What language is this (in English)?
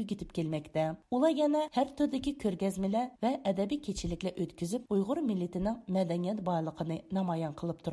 Uyghur